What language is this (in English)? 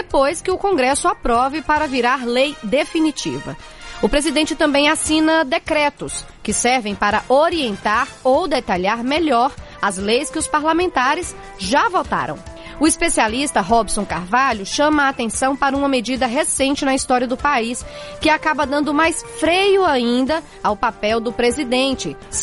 Portuguese